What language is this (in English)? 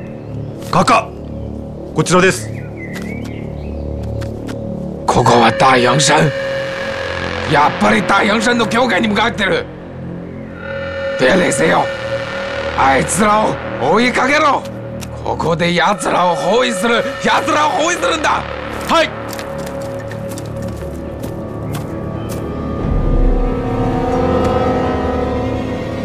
Japanese